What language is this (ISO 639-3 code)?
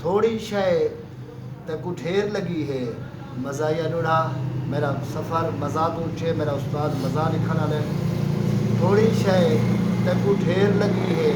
skr